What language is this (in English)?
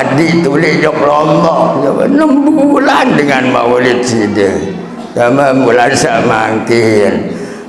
Sasak